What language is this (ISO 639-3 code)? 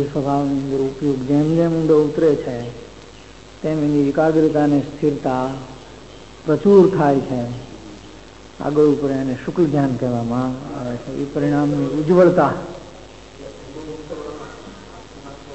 guj